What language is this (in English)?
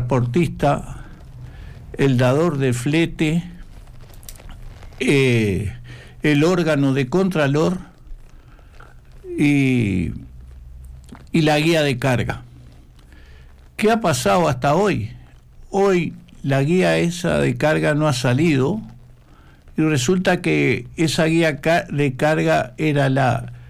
Spanish